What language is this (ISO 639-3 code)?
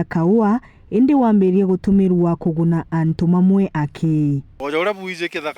mer